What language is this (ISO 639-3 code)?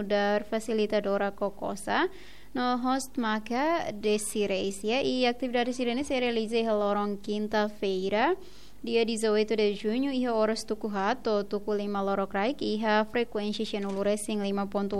tet